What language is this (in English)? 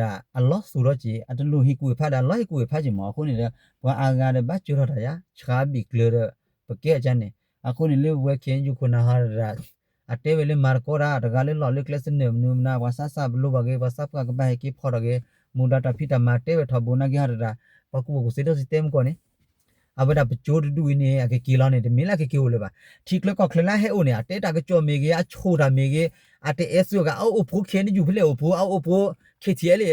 S'gaw Karen